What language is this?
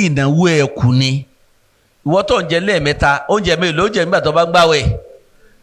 Yoruba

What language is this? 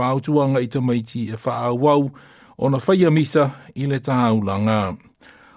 Samoan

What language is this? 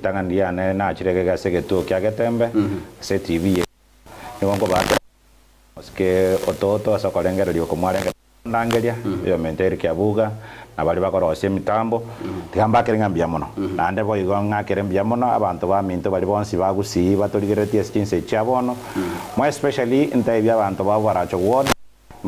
Gusii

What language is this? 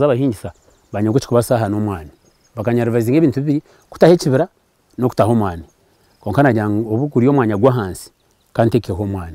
Nyankole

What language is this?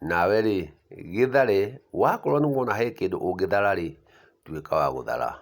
Kikuyu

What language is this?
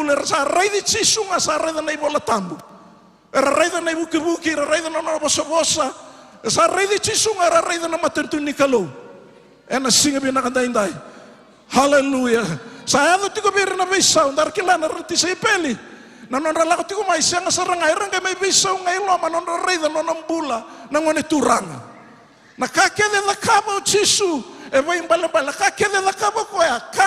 Fijian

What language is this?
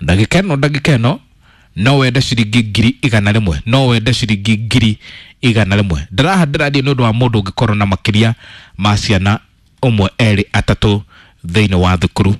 Kikuyu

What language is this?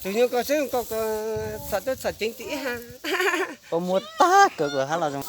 Hmong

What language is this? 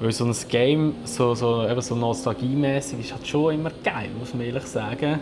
Swiss German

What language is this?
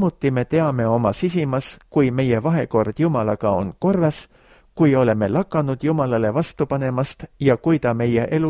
Estonian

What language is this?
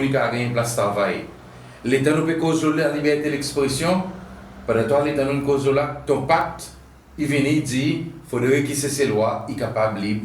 Seselwa Creole French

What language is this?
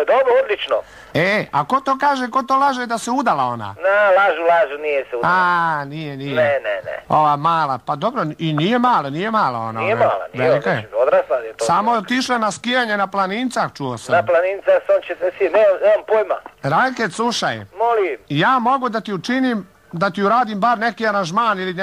Serbian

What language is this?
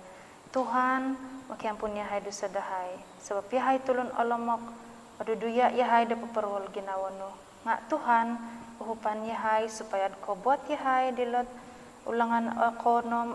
Central Dusun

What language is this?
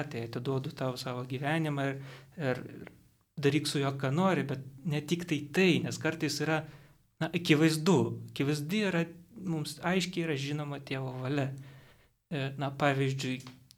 Lithuanian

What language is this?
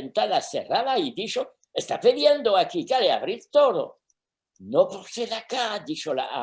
Ladino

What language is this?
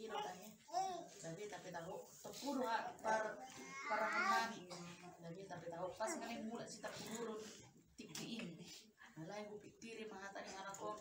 Batak Toba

